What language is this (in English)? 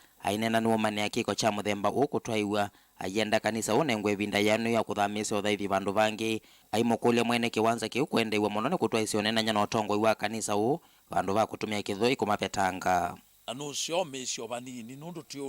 Kamba